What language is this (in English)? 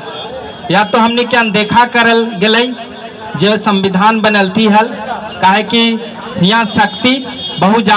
Magahi